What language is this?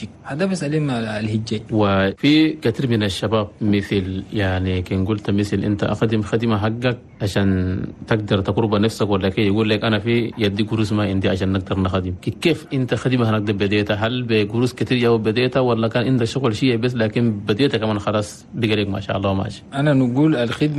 Chadian Arabic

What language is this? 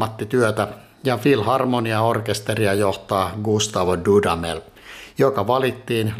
Finnish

